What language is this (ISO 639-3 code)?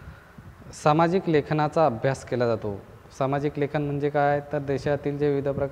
mar